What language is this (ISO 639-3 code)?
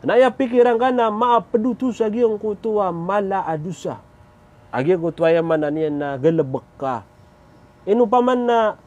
mrw